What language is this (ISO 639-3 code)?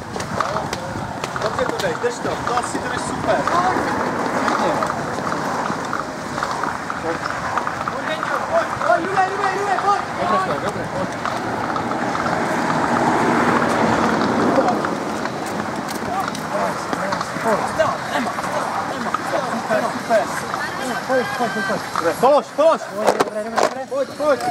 ces